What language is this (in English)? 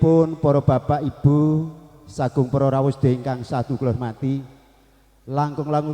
Javanese